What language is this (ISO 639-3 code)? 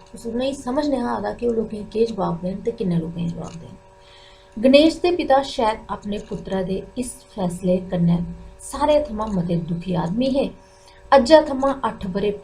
doi